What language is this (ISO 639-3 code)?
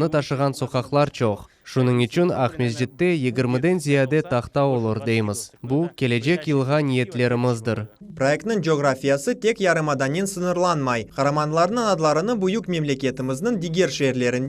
crh